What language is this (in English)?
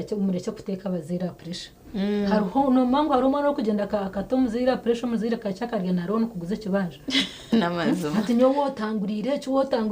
Nyankole